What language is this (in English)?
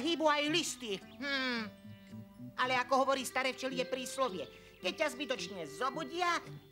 Slovak